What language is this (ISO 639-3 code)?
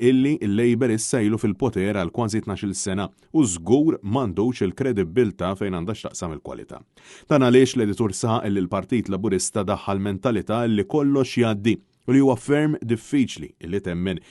mlt